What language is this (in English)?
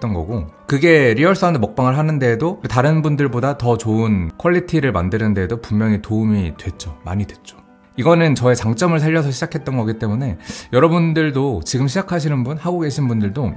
Korean